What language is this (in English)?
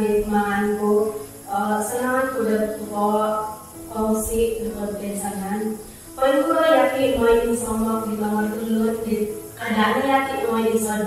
Central Dusun